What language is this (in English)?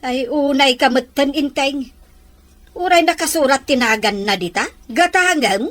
Iloko